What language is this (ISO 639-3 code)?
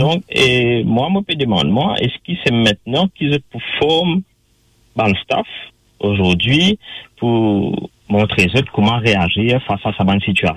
mfe